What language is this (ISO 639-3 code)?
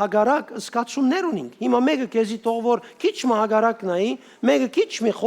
hyw